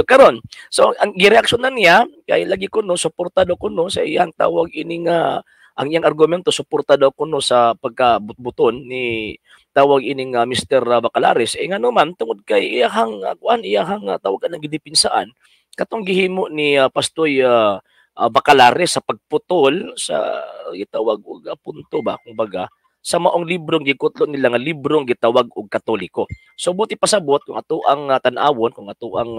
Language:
Cebuano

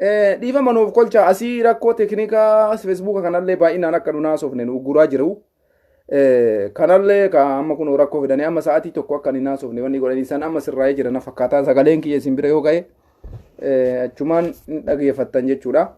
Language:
Oromo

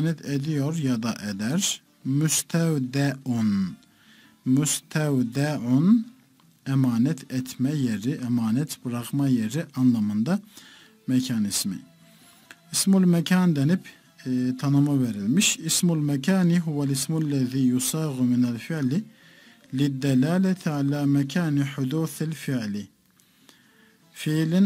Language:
Turkish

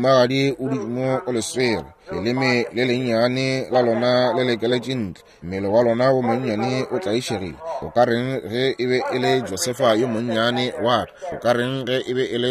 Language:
Northern Sotho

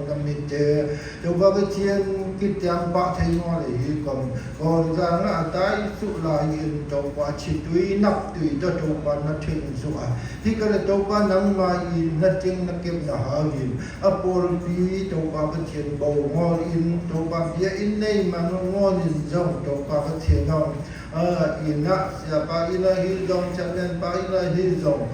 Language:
Siyin Chin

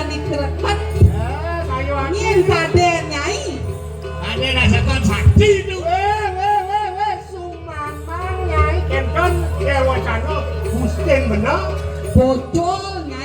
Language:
Balinese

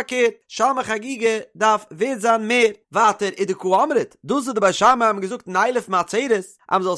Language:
Yiddish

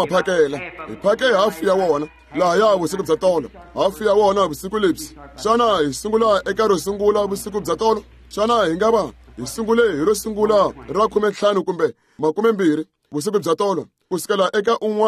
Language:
Tsonga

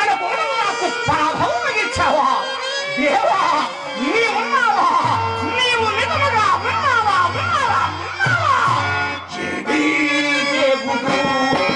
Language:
Telugu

